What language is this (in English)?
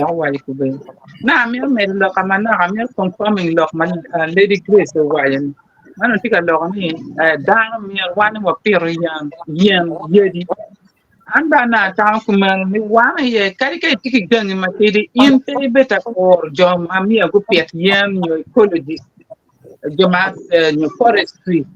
Acoli